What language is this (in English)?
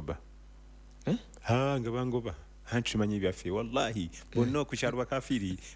Ganda